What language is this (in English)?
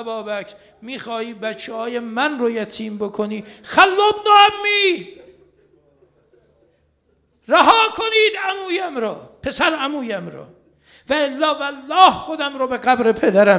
Persian